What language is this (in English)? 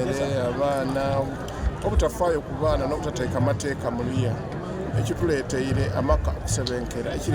Soga